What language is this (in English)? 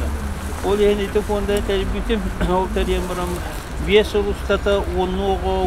Yakut